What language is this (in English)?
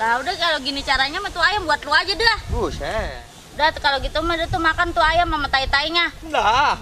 Betawi